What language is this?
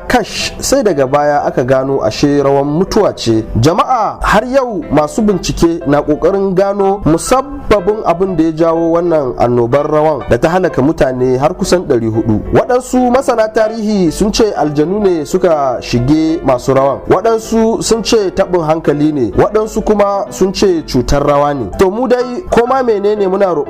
Hausa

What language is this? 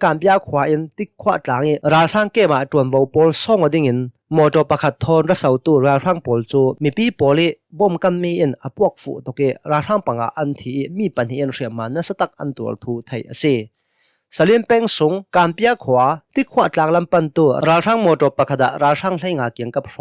Hakha Chin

